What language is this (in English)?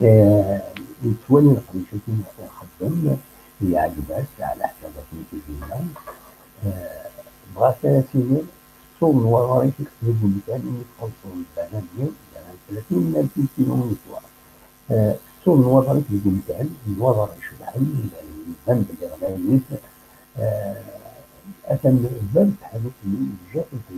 Kabyle